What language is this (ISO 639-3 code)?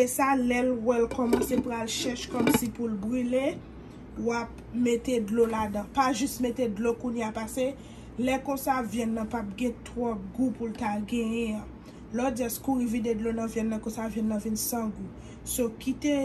hat